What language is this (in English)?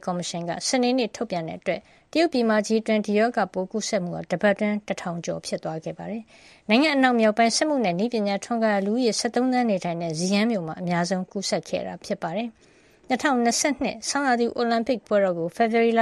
Burmese